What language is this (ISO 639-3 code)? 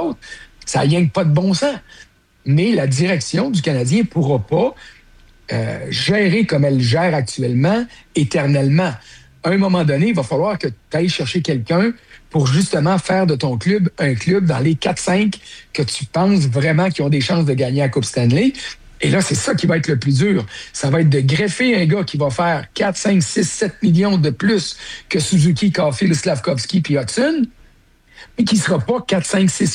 fra